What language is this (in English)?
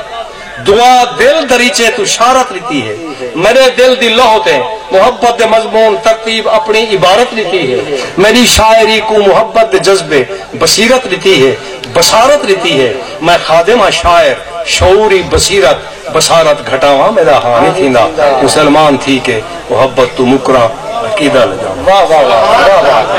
Saraiki